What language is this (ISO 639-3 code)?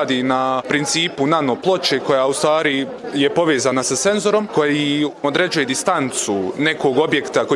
bos